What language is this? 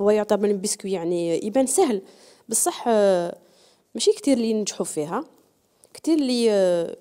Algerian Arabic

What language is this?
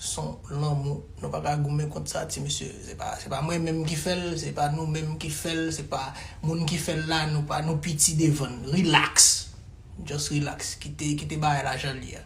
Haitian Creole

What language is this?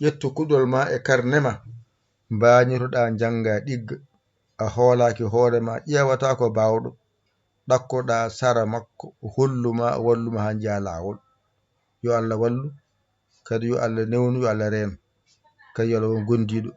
Fula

